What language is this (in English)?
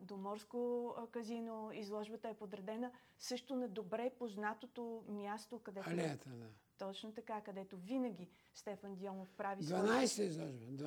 Bulgarian